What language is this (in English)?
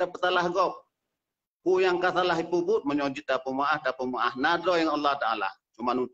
Achinese